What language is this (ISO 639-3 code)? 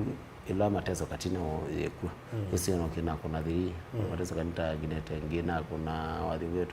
kam